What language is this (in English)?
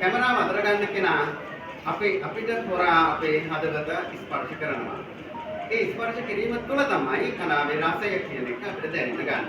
Sinhala